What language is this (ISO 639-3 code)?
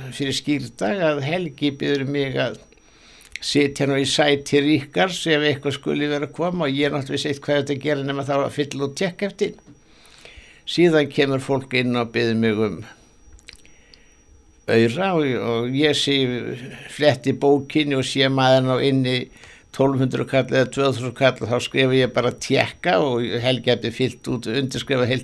isl